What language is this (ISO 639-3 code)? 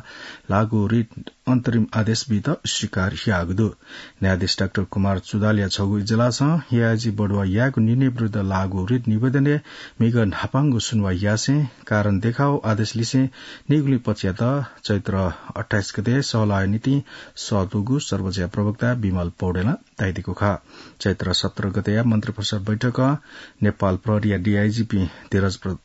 new